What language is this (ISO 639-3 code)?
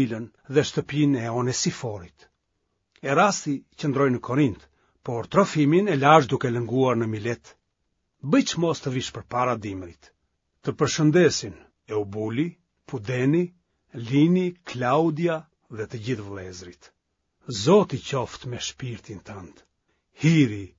sqi